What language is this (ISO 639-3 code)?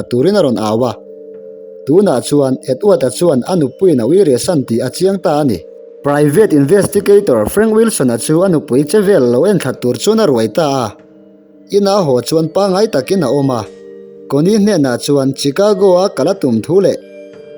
lus